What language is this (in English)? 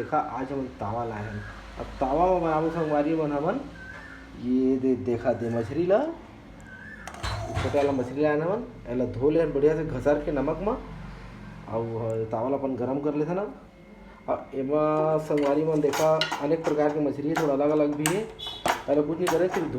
Chhattisgarhi